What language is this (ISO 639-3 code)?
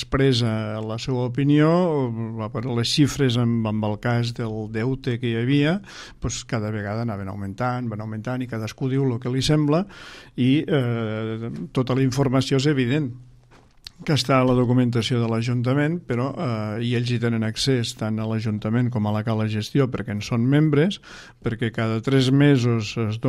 cat